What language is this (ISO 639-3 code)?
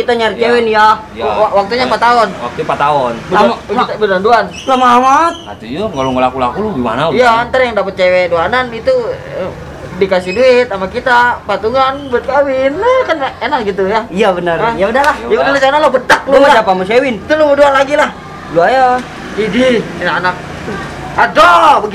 bew